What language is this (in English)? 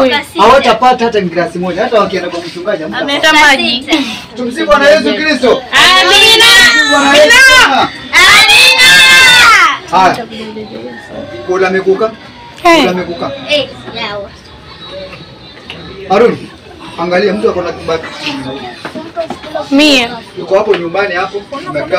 Swahili